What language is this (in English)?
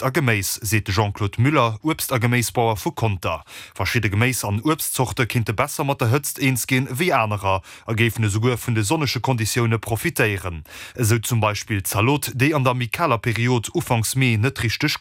Luxembourgish